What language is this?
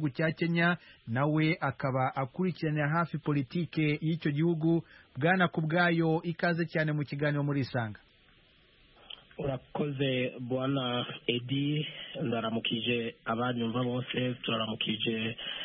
Kinyarwanda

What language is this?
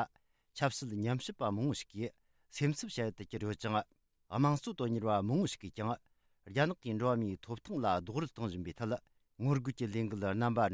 Tibetan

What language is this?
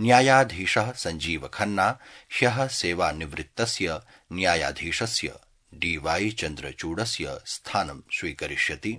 Sanskrit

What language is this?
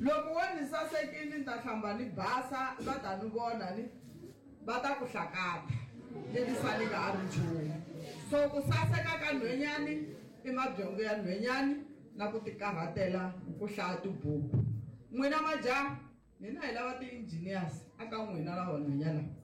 Tsonga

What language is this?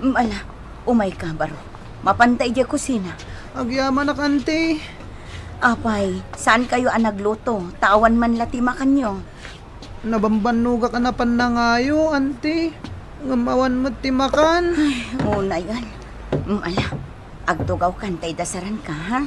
Iloko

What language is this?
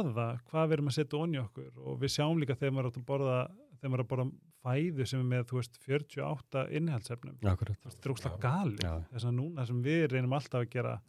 Icelandic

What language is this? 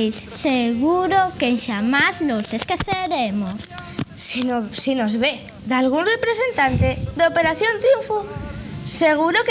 Asturian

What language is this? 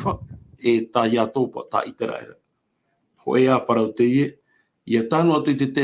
Tahitian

